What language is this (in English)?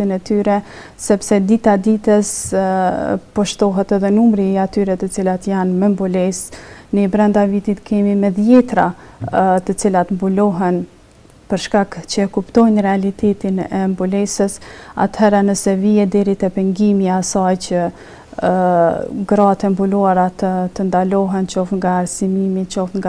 Albanian